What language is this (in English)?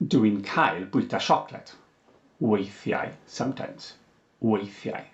Welsh